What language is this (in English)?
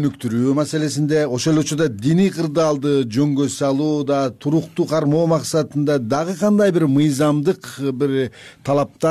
Kyrgyz